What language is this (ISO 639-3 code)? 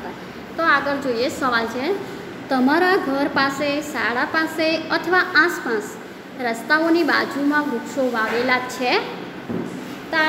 guj